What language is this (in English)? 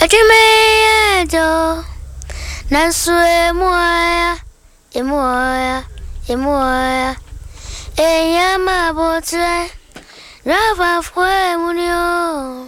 Akan